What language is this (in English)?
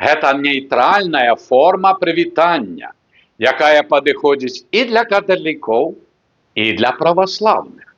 Belarusian